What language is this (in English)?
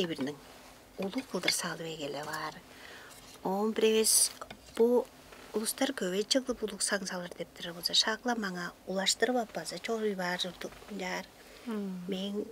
Tuvinian